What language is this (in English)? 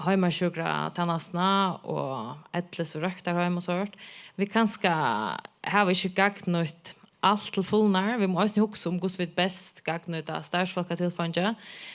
Faroese